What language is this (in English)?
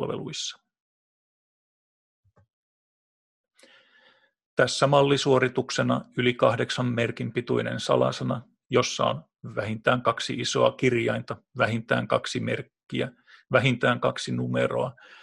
Finnish